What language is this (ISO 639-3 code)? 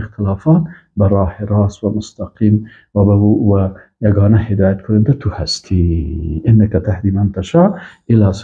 fas